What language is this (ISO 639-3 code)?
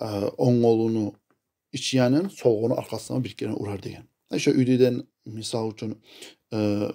kum